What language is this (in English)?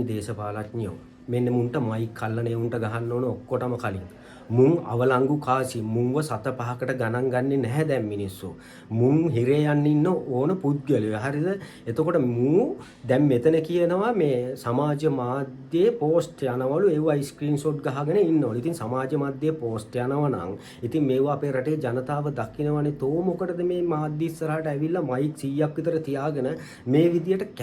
Sinhala